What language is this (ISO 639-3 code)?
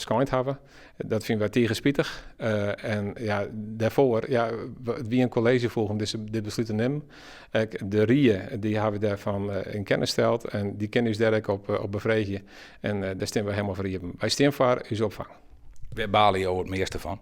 fry